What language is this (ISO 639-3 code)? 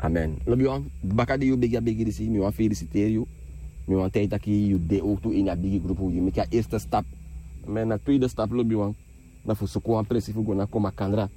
srn